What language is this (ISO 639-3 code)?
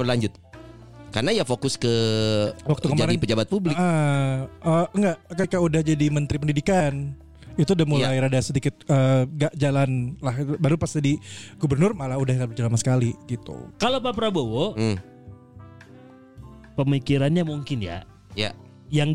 ind